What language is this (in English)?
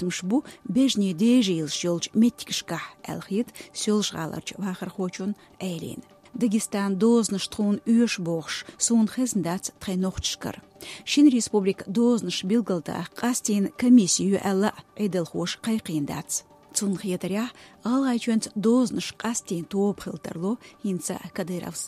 Chechen